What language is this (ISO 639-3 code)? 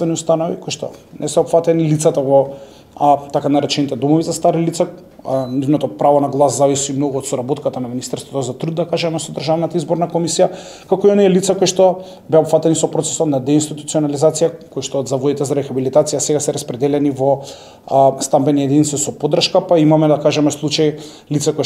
mkd